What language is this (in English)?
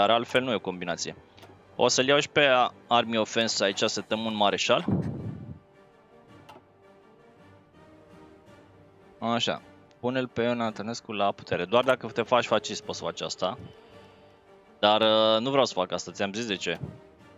Romanian